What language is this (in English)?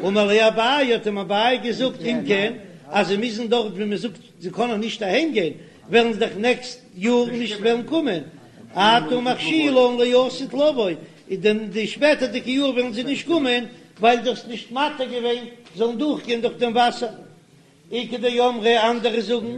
Yiddish